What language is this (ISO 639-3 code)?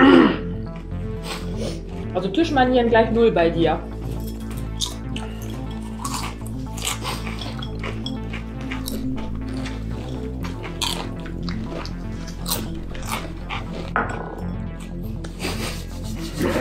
deu